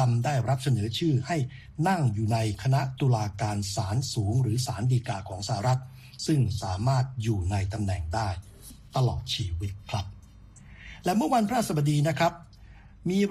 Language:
Thai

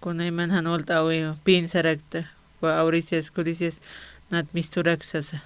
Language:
Aymara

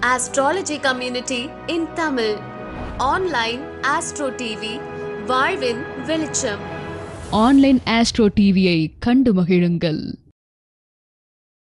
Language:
Tamil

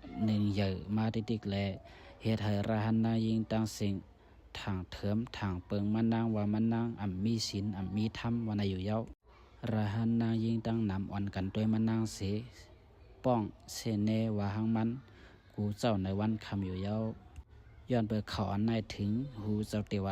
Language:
Shan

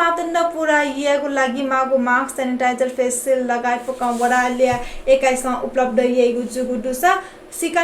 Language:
Newari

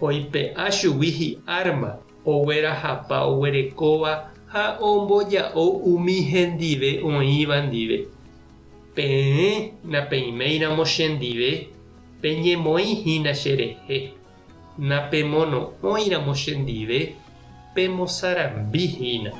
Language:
Guarani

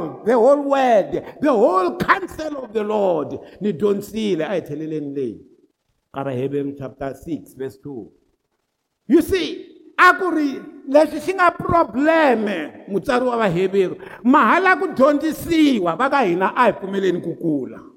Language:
Tsonga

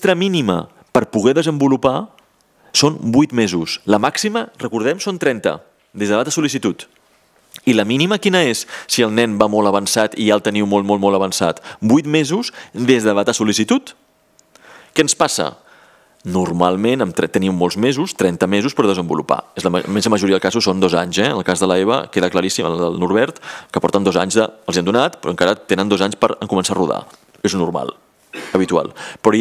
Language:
Catalan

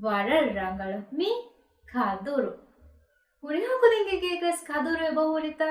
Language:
Divehi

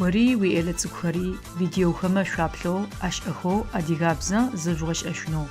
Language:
Adyghe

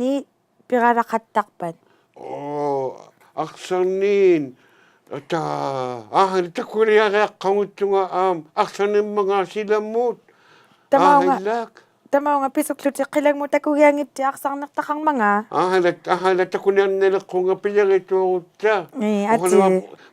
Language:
Inuktitut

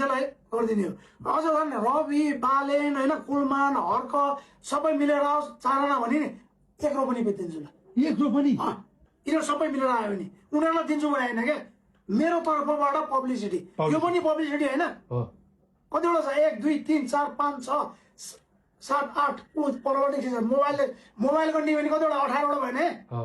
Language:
Nepali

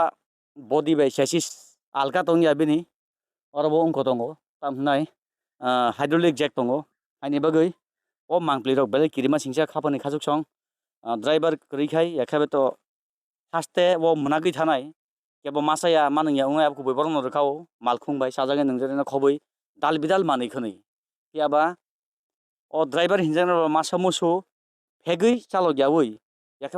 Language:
Kok Borok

